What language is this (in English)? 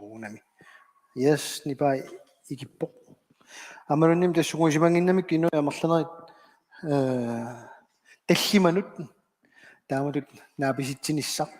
Kalaallisut